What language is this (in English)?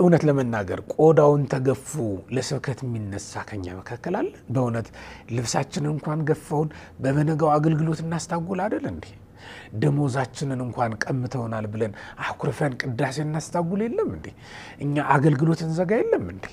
Amharic